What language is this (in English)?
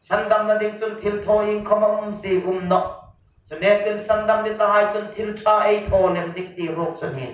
Hmar